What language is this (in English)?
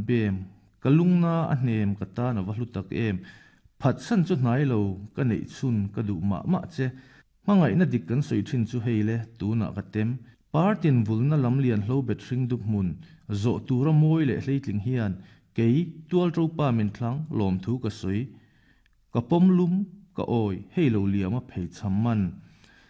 Mizo